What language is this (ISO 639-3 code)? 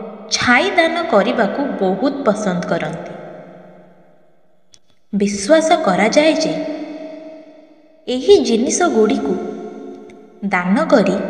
ori